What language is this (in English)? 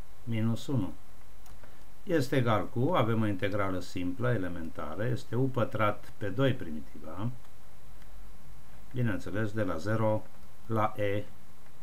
Romanian